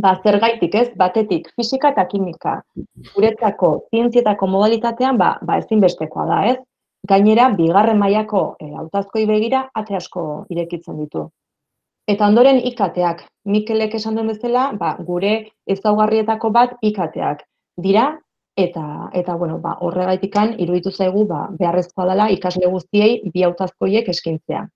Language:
Basque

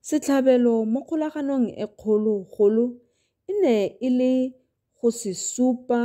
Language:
Tswana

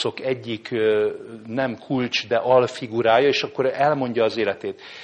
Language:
Hungarian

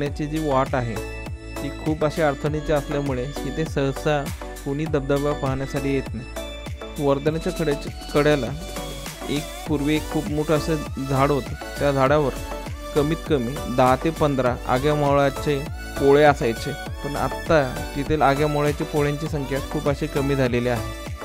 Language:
Marathi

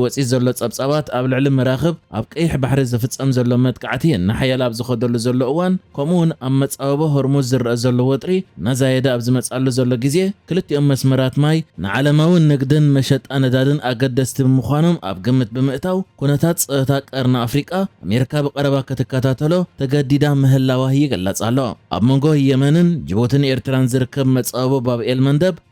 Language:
Tigrinya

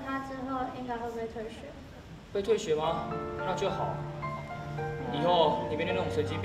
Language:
Chinese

